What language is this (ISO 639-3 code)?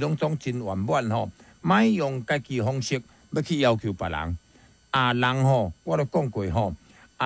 nan